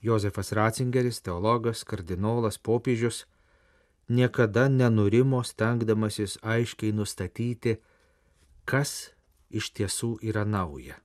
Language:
Lithuanian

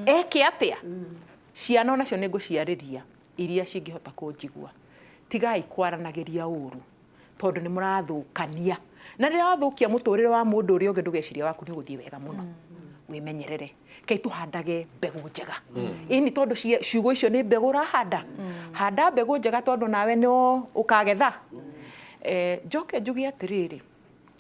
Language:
Kikuyu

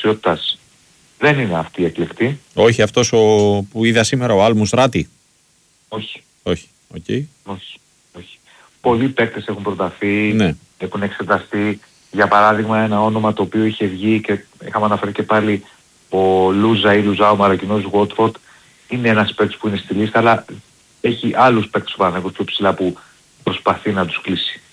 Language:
Greek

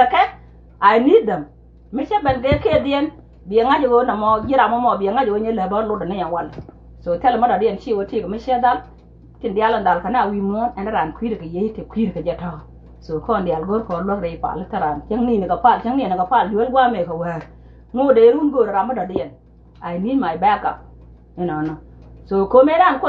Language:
Nuer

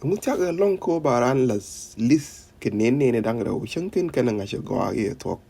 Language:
Nuer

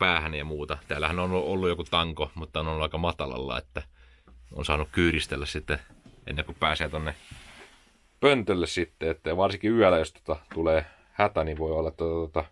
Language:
Finnish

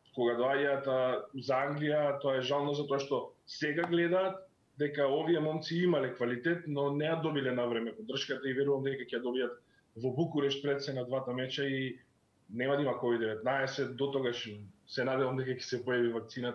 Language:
Macedonian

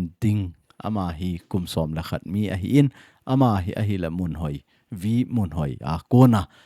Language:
Thado Chin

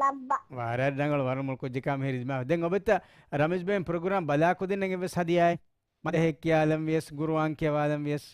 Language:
Divehi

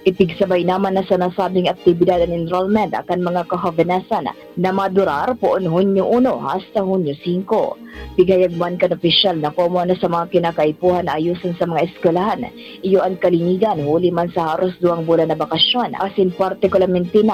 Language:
Bikol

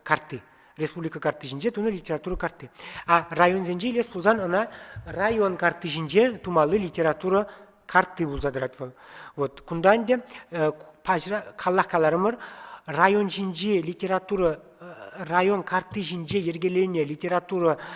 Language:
Chuvash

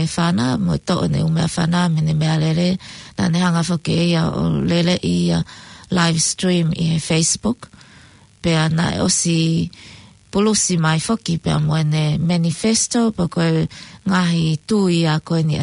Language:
Tongan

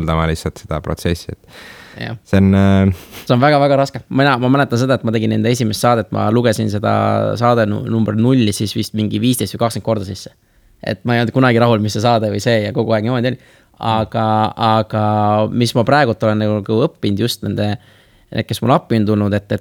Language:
Estonian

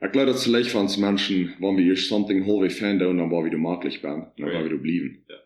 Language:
Plautdietsch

